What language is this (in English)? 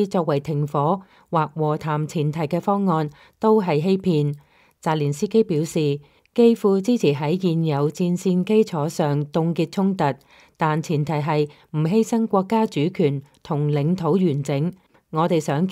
Cantonese